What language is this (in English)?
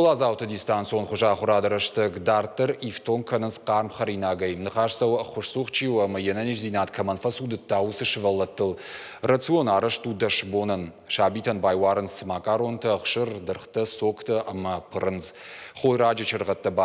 Ossetic